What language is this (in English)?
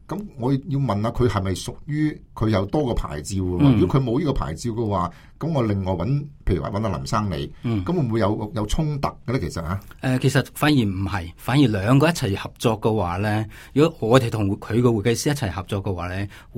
Cantonese